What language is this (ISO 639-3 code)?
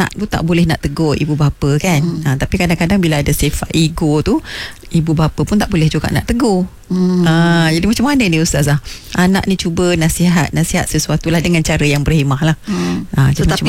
msa